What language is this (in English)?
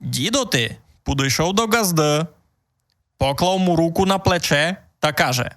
Rusyn